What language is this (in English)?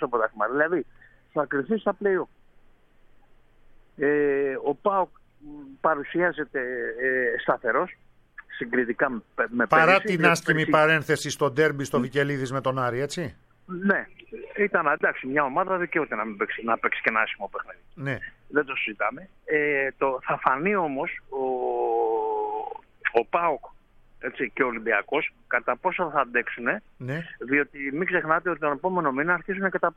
Greek